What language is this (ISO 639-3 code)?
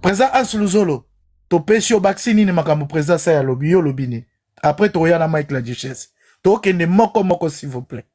lin